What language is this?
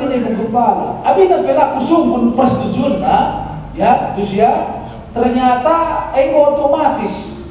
Batak Karo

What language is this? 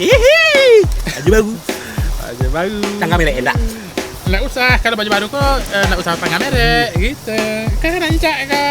Minangkabau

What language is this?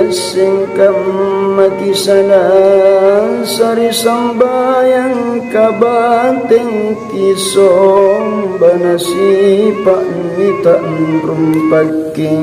Makasar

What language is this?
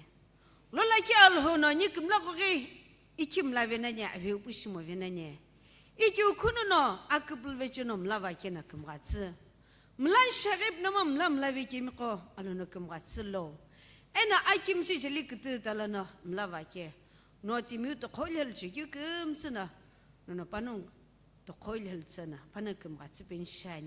Sumi Naga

